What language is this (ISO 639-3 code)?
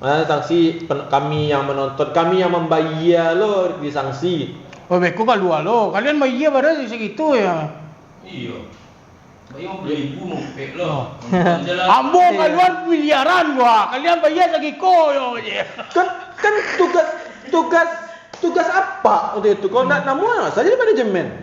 min